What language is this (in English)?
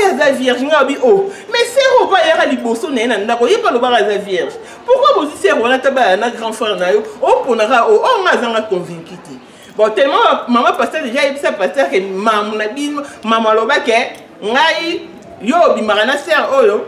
Lingala